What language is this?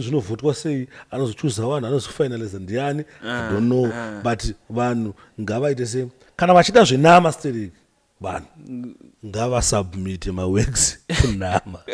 Shona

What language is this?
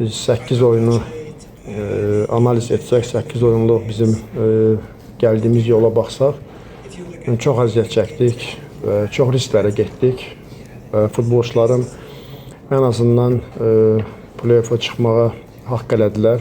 Azerbaijani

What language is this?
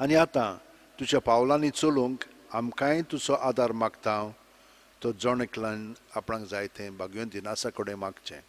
Konkani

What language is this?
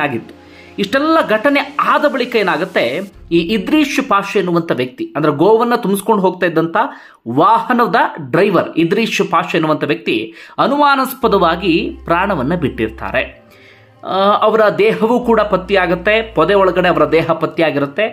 Kannada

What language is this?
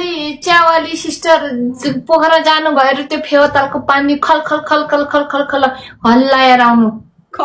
Nepali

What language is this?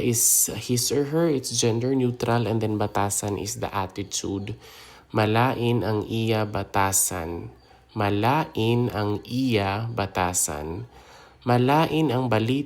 Hiligaynon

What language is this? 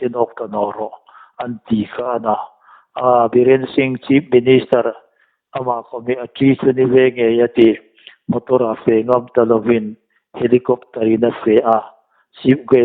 Hmar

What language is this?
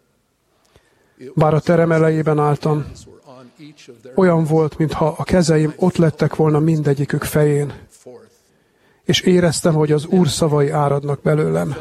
Hungarian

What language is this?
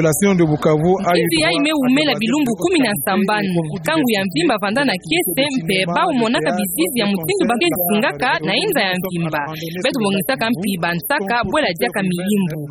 Kituba (Democratic Republic of Congo)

